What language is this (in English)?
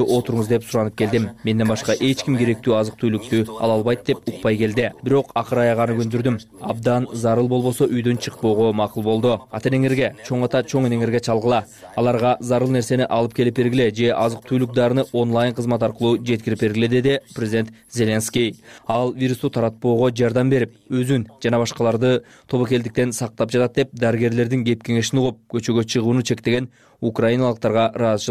Kyrgyz